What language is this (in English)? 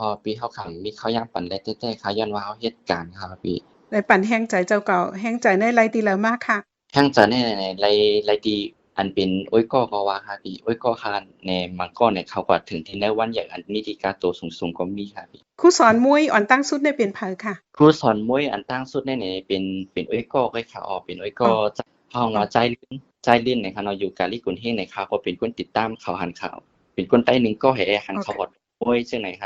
Shan